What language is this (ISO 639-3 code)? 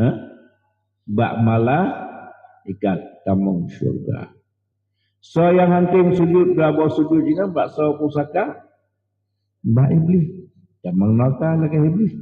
ace